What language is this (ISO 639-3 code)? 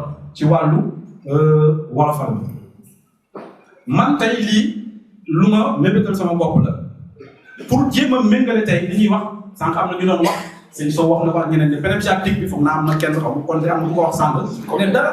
wol